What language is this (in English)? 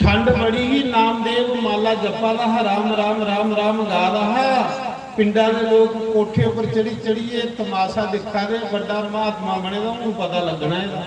Dogri